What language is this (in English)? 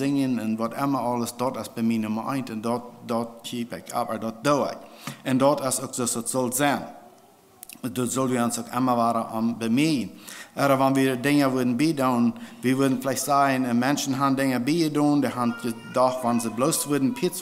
Plautdietsch